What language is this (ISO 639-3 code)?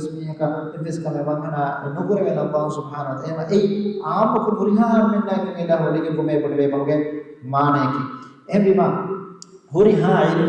div